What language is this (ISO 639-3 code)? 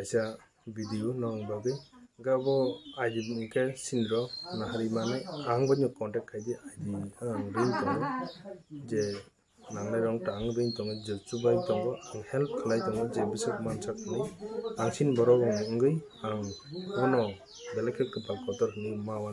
trp